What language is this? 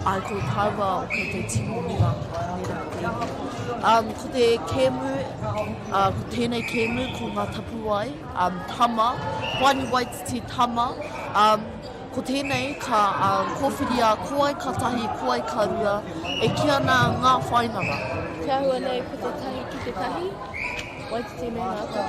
Māori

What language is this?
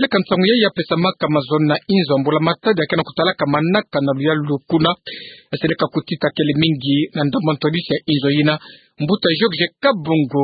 Kituba (Democratic Republic of Congo)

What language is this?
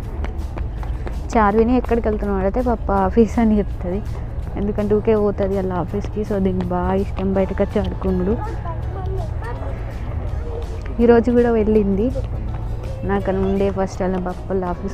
Telugu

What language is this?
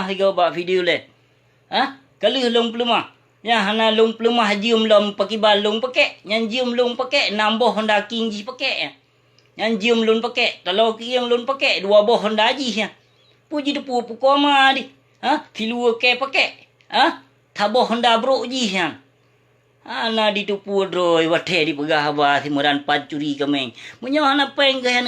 Achinese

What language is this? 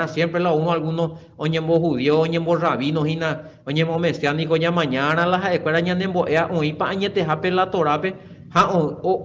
Guarani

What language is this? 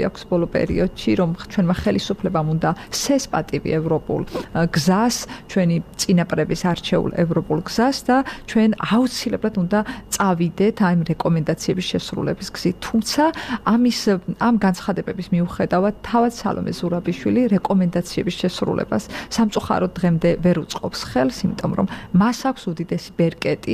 Georgian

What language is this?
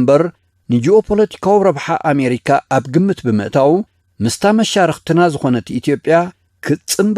Tigrinya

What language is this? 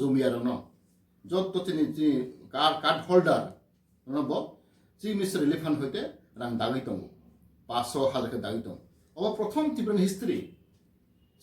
Kok Borok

